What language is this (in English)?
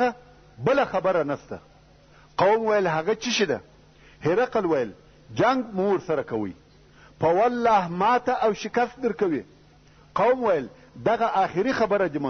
Pashto